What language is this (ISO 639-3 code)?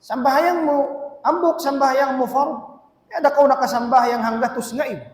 tsg